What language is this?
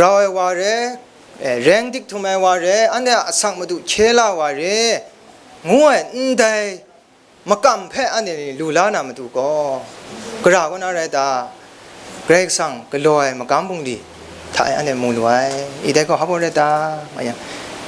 Kachin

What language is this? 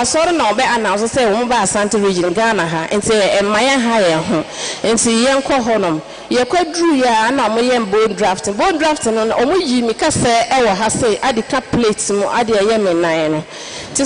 Akan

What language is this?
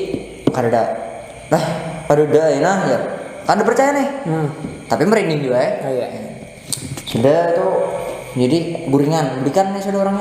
Banjar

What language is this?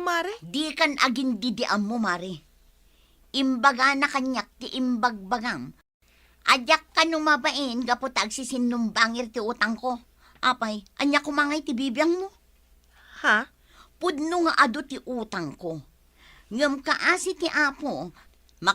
Iloko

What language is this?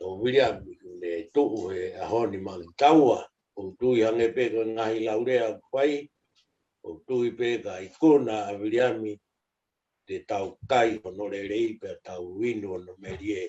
Tongan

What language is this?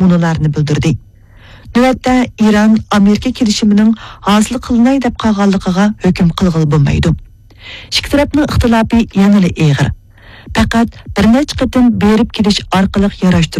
Uyghur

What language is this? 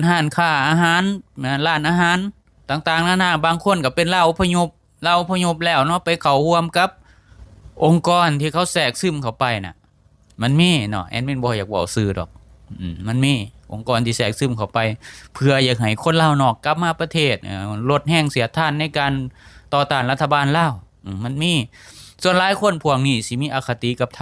Lao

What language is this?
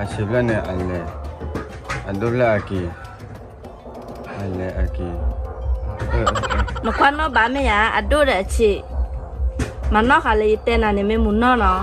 S'gaw Karen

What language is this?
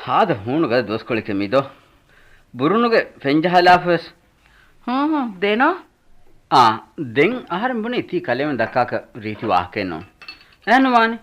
Divehi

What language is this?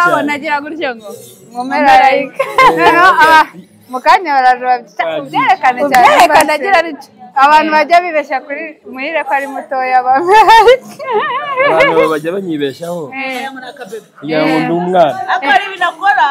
Kinyarwanda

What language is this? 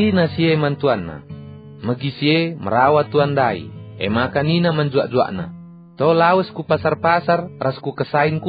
Batak Karo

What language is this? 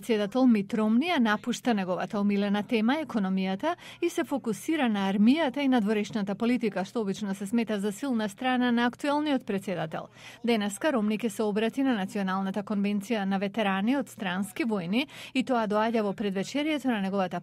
Macedonian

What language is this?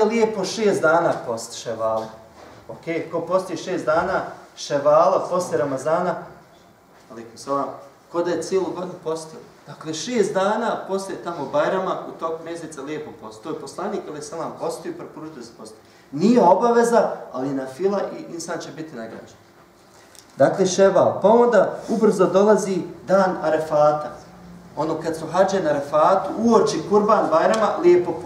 Bosnian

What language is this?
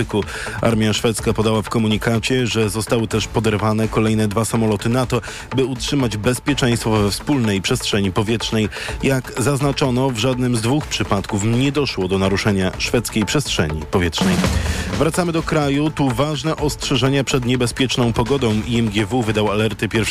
Polish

